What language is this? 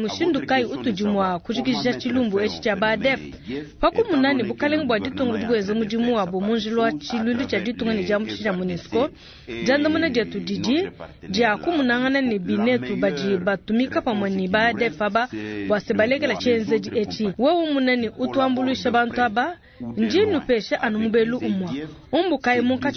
Luba-Lulua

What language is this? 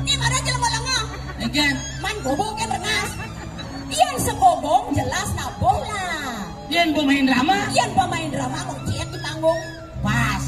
Balinese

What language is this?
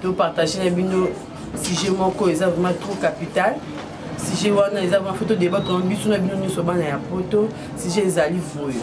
Lingala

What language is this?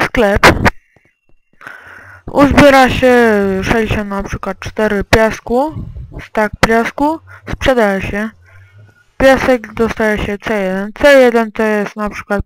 Polish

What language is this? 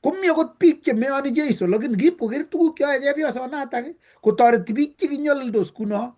Kalenjin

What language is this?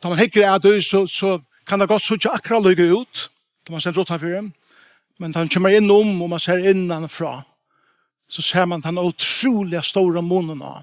Faroese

